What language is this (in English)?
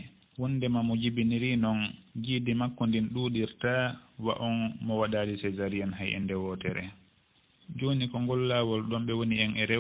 Fula